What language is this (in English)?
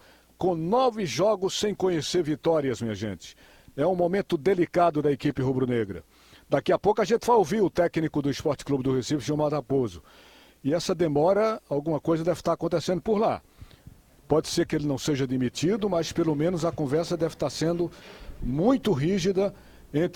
Portuguese